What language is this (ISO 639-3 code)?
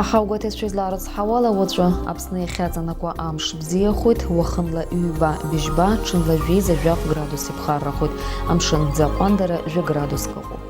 abk